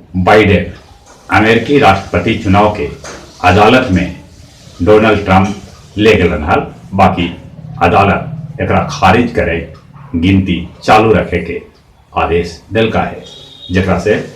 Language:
Magahi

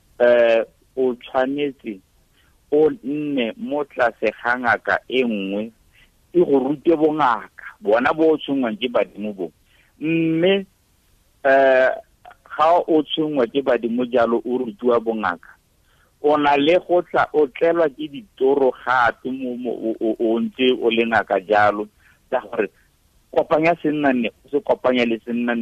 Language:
Tswana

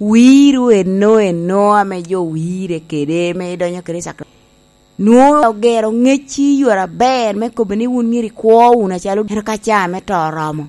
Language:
Lango (Uganda)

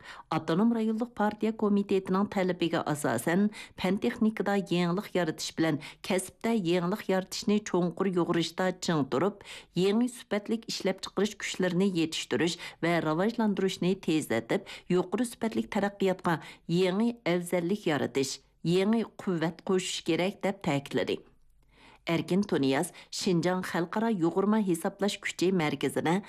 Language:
Uyghur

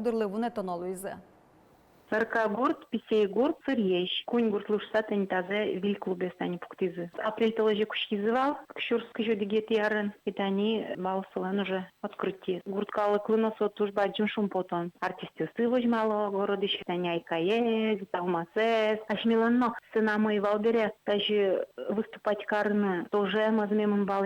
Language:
Udmurt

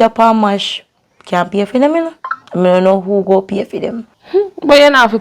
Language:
Jamaican Creole English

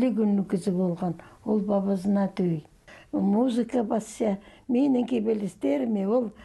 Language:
Khakas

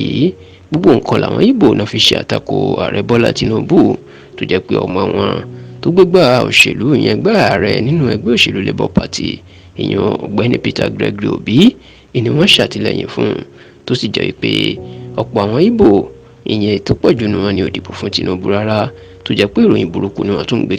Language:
Yoruba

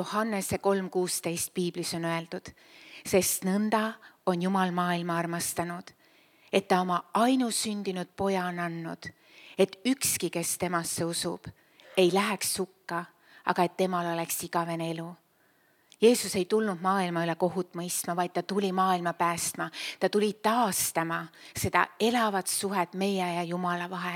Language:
Estonian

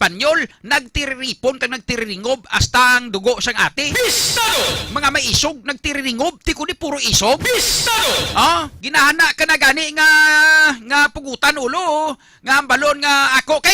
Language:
Hiligaynon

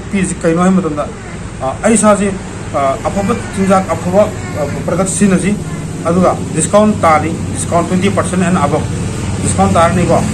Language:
Manipuri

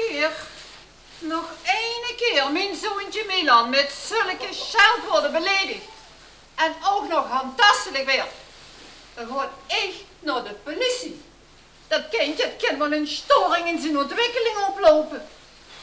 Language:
Limburgish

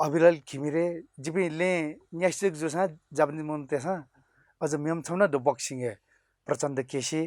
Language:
Newari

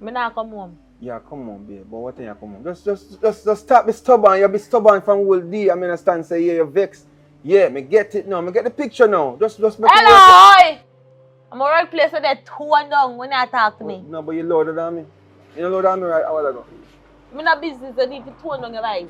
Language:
Jamaican Creole English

